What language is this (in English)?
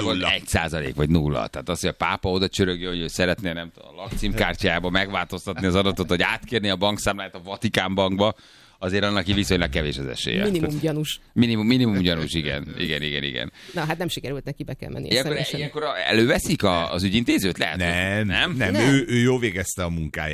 Hungarian